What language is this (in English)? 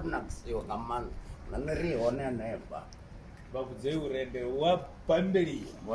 Venda